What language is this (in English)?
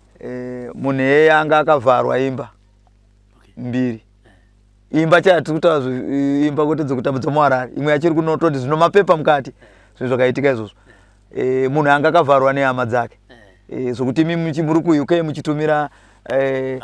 Shona